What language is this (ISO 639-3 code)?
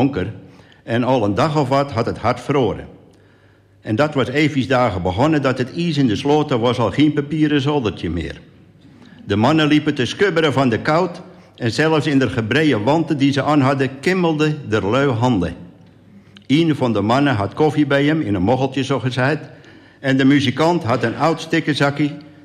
nld